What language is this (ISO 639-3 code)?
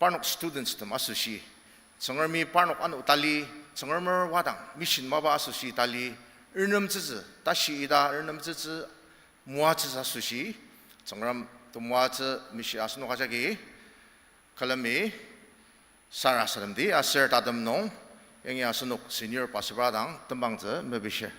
njo